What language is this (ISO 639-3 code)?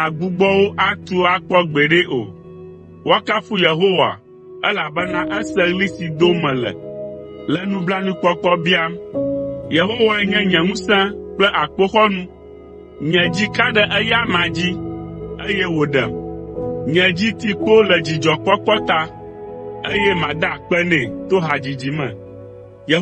ewe